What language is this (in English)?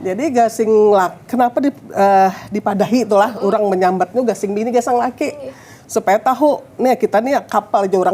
Banjar